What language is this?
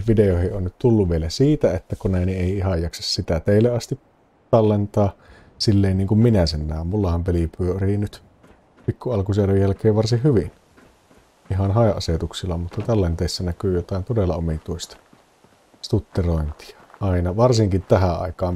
Finnish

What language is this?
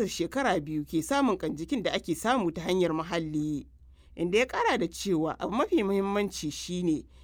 Hausa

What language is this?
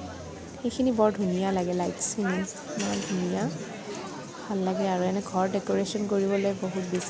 Assamese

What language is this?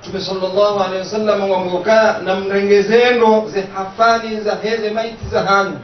Ngazidja Comorian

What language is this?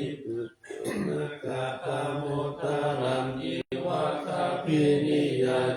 Pali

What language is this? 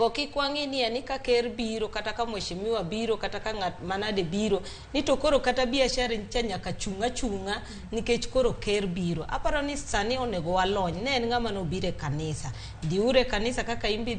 Luo (Kenya and Tanzania)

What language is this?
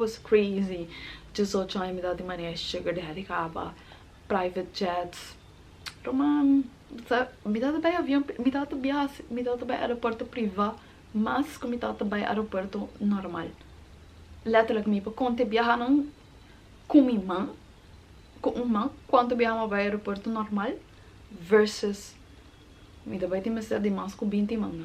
Papiamento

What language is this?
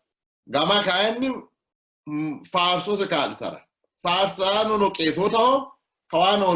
Sidamo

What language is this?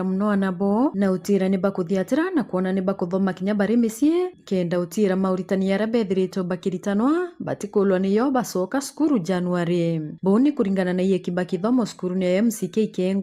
Meru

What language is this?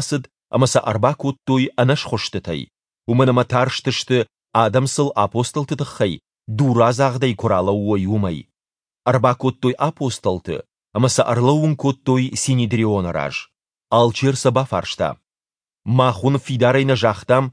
Ossetic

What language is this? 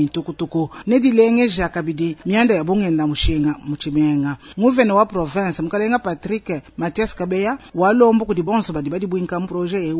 Luba-Lulua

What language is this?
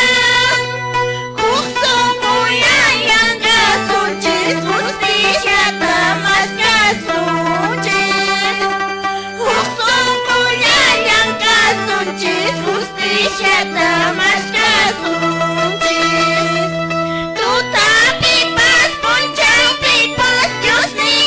Quechua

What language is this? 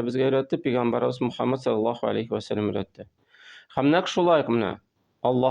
Tatar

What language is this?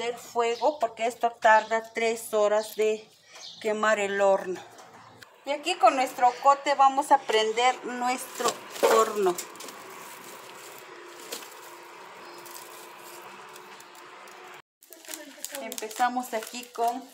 Spanish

